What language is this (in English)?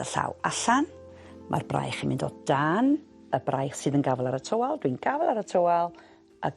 Welsh